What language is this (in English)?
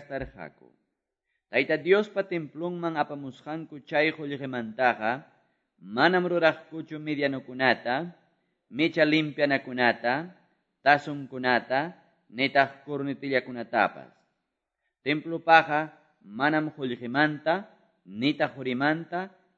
Quechua